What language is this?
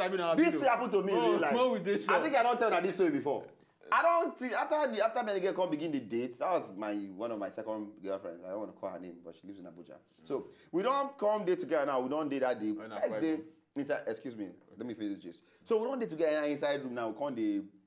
Nigerian Pidgin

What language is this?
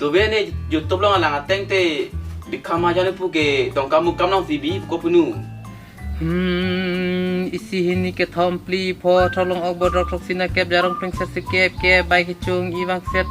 Karbi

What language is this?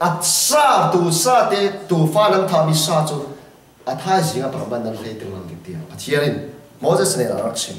Falam Chin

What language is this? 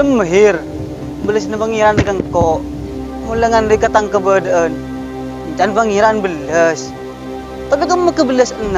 Madurese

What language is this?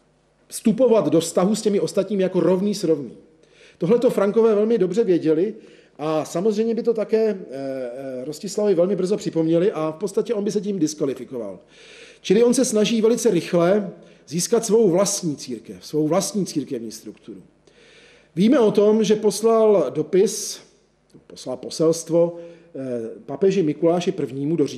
Czech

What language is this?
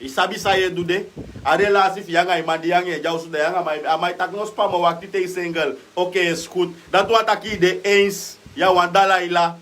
Sranan Tongo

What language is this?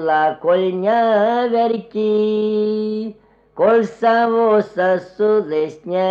Serbian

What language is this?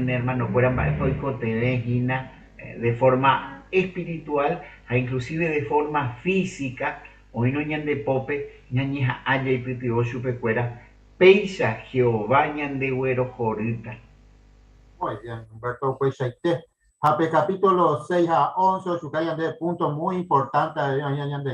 Guarani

